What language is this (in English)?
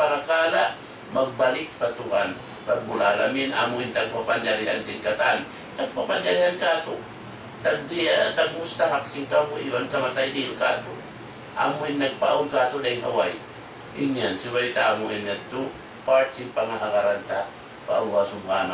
Tausug